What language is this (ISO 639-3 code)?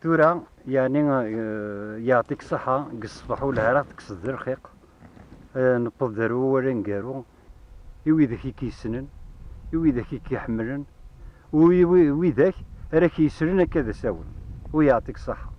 kab